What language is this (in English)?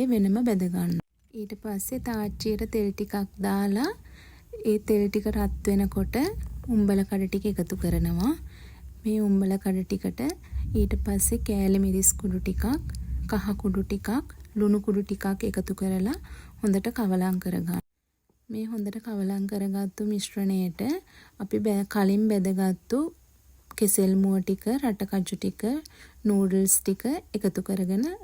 Sinhala